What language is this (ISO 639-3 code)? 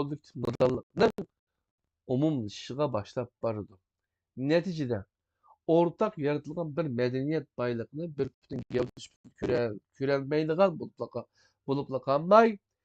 uig